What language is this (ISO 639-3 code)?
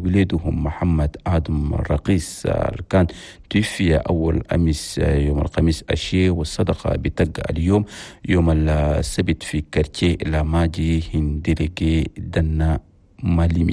shu